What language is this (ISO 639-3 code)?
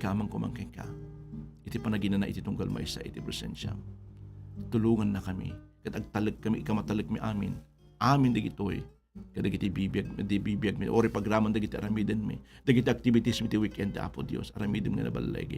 ilo